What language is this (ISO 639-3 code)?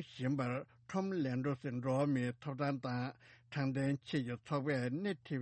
bod